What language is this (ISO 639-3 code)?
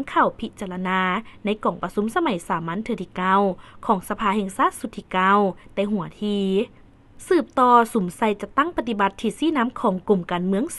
lao